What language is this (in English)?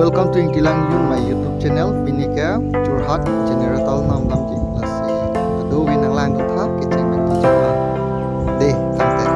Karbi